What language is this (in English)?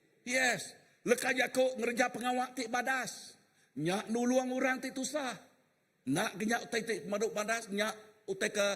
Iban